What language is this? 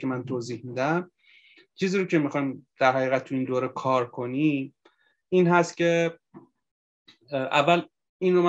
Persian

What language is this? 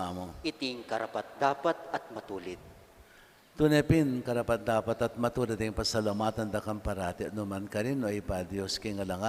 Pampanga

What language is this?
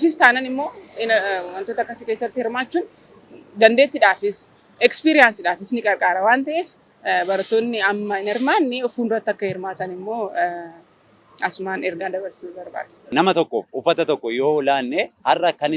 Oromo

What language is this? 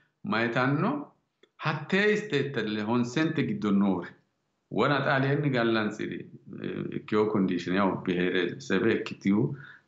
Sidamo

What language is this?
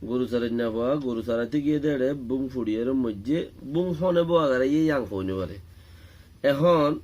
Rohingya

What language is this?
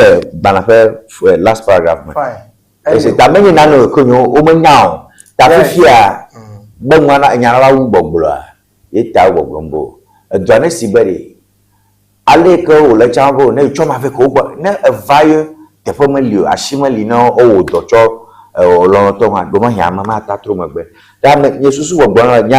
Ewe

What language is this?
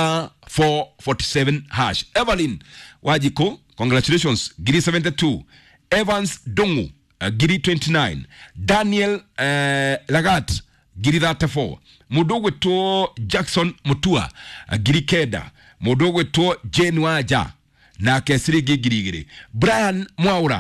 Kikuyu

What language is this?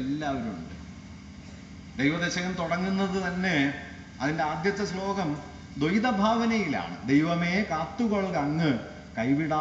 Malayalam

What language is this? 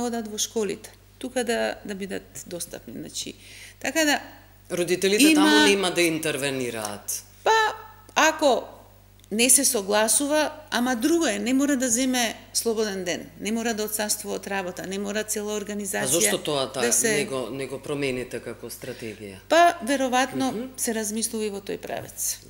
Macedonian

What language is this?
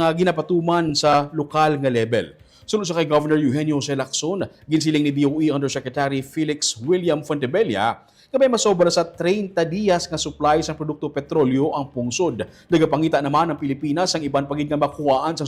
Hiligaynon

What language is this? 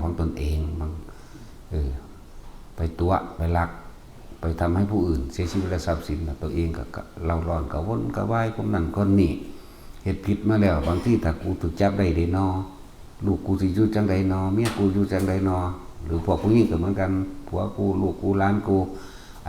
Northeastern Thai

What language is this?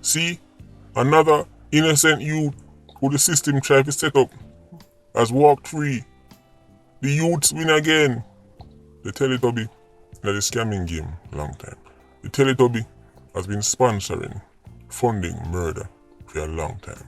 Jamaican Creole English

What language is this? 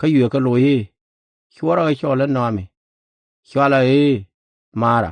Nuer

